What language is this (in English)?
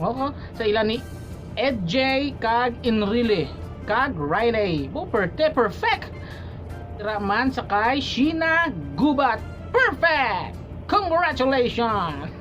Hiligaynon